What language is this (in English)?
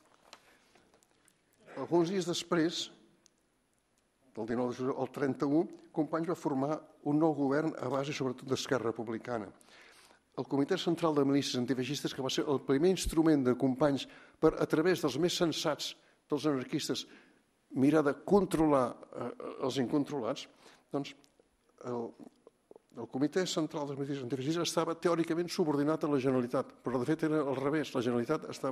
Catalan